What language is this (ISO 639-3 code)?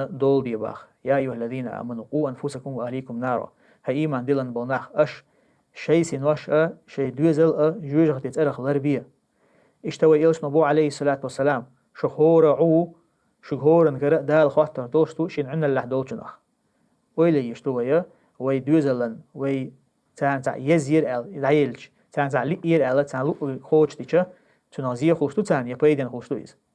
che